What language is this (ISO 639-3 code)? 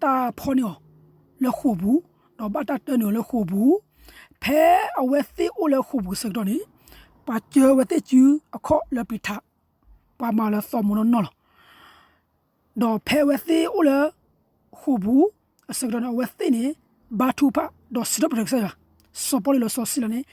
ksw